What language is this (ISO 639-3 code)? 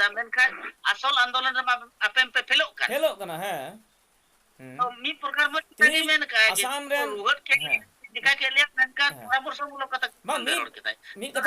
sat